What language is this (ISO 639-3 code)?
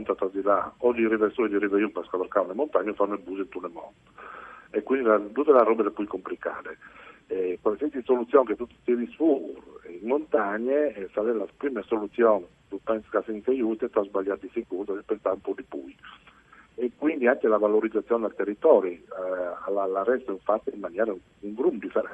fur